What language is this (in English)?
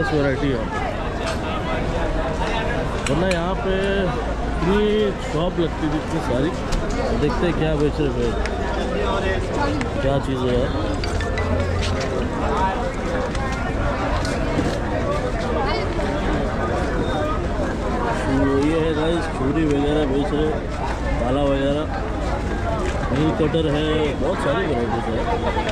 Hindi